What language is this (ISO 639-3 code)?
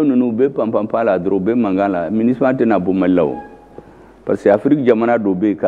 bam